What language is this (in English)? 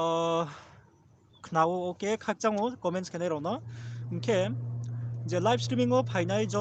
Riang (India)